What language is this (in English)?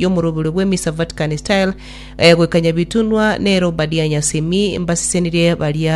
Gusii